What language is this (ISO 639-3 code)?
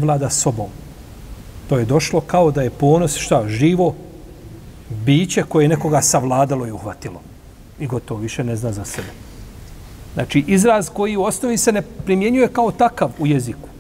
bos